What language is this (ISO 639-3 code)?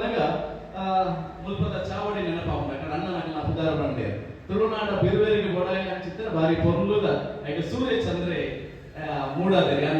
tcy